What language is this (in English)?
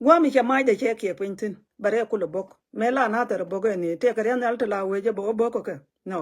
Nuer